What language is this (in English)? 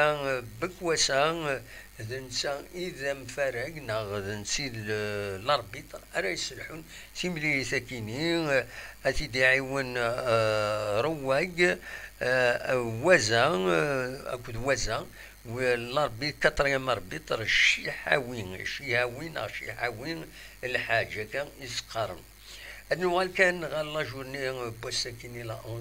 Kabyle